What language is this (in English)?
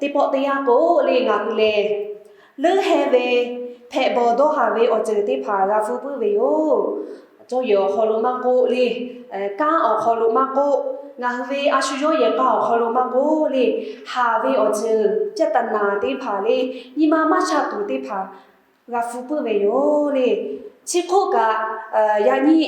Lahu